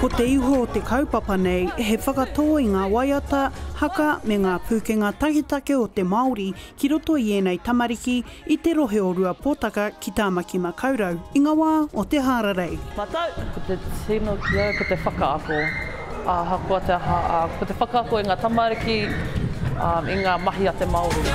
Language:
Māori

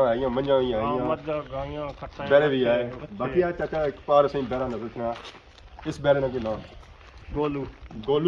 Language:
Pahari-Potwari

